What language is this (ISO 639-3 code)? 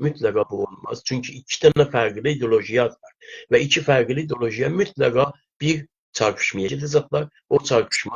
azb